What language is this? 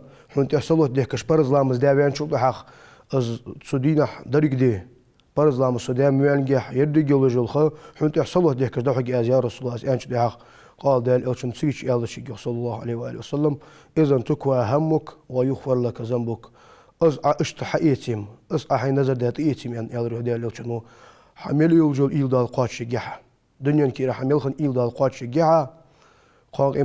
Ingush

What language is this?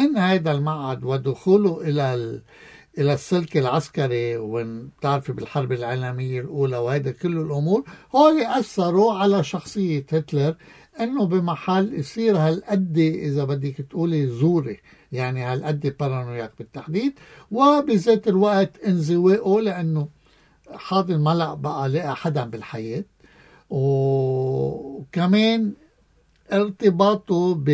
North Levantine Arabic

